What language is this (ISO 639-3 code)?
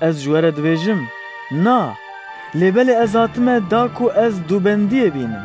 kur